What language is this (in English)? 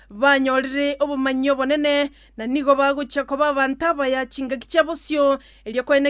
Gusii